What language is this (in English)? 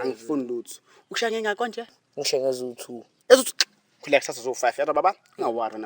Zulu